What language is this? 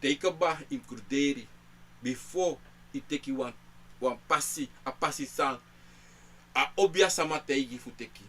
Sranan Tongo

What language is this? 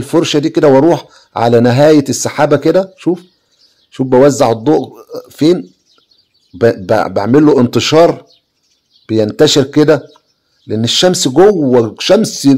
Egyptian Arabic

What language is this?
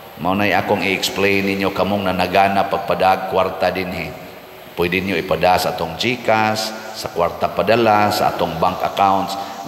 Cebuano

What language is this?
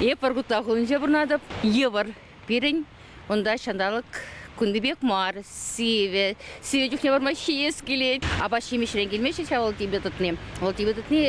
Chuvash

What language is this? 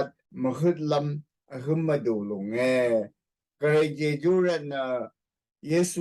Rawang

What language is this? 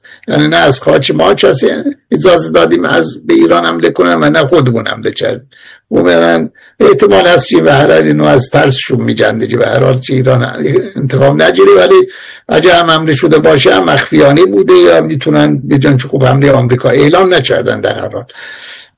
Persian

